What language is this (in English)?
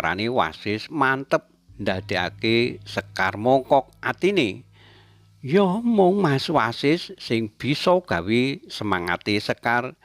Javanese